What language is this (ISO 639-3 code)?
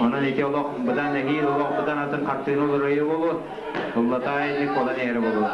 sah